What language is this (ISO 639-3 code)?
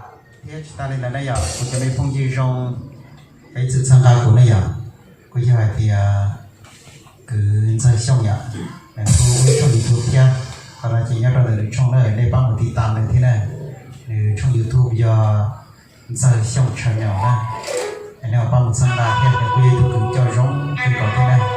hmn